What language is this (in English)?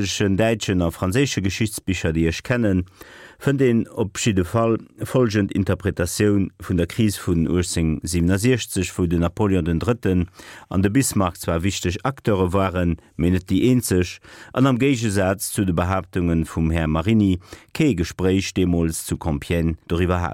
Luxembourgish